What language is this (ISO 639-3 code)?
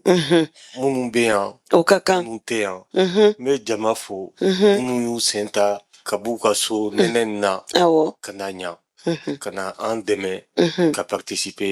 bam